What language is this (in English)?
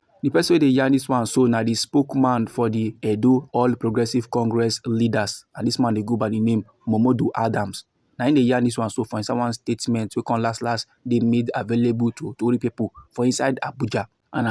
Nigerian Pidgin